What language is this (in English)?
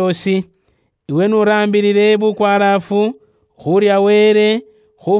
Luyia